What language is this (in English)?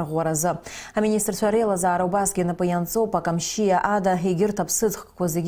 Abkhazian